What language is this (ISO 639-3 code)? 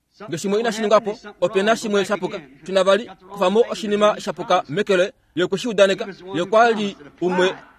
kua